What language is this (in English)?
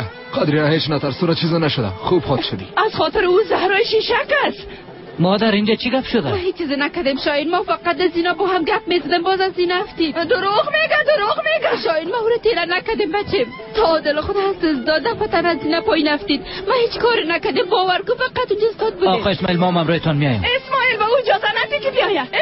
Persian